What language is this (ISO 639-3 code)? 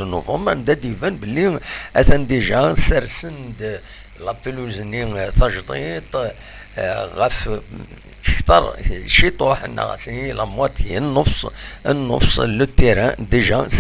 kab